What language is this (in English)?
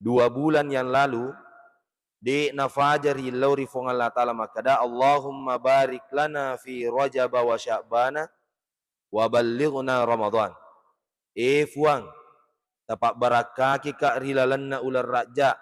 Buginese